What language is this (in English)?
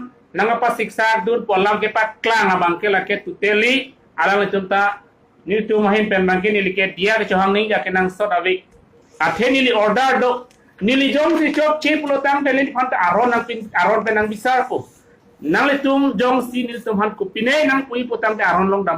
Karbi